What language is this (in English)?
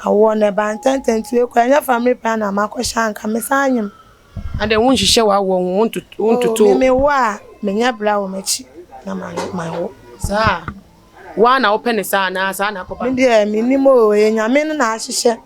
Akan